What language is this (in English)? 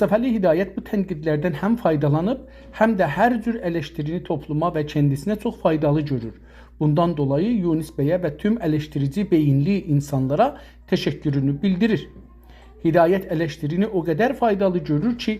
South Azerbaijani